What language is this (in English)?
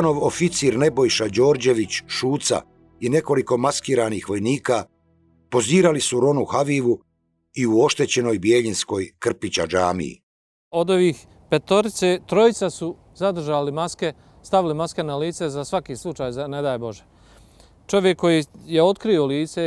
Bosnian